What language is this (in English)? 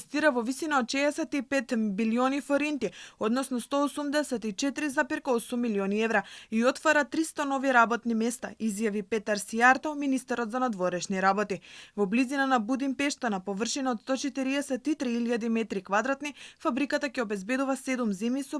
Macedonian